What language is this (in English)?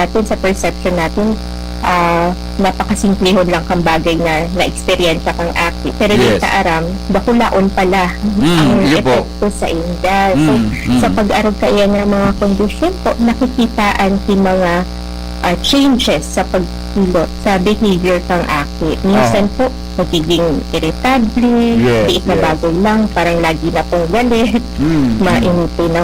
Bikol